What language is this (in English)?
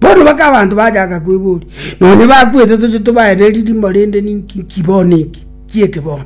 Gusii